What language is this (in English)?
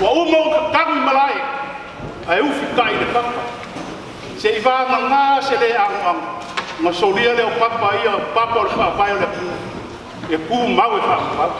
Samoan